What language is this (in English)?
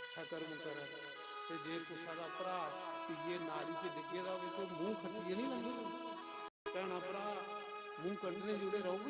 Dogri